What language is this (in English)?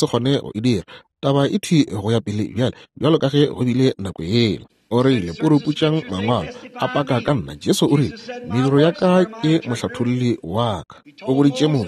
Northern Sotho